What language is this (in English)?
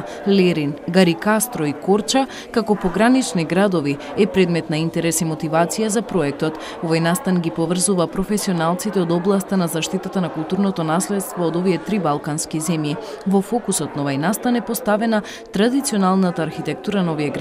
Macedonian